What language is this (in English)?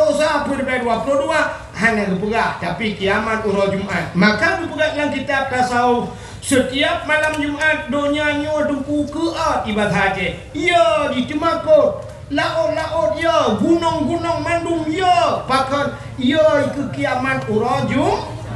Achinese